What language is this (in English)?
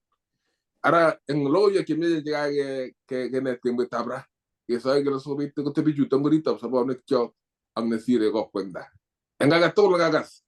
Kalenjin